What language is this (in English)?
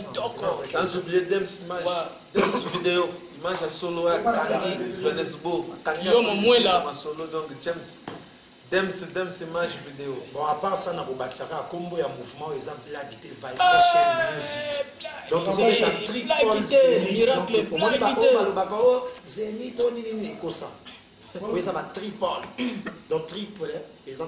Lingala